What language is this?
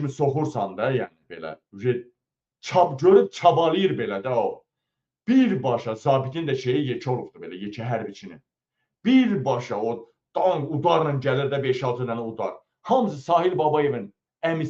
Azerbaijani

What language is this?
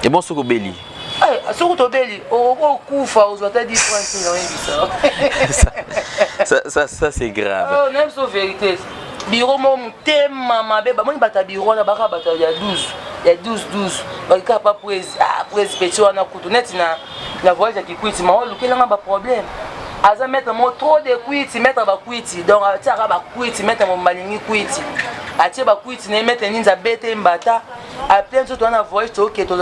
Lingala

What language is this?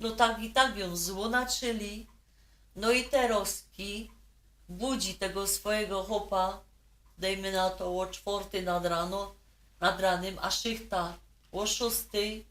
Silesian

